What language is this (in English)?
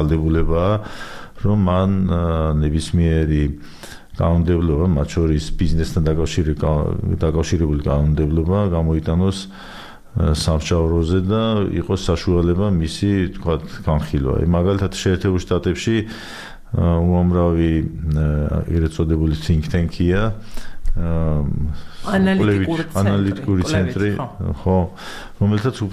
Georgian